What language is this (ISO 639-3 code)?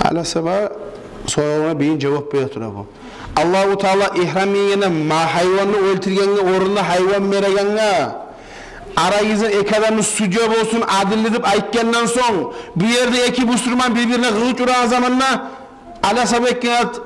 kum